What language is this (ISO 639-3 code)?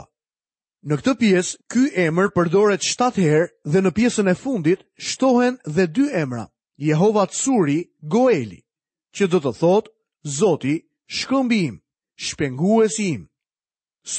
sqi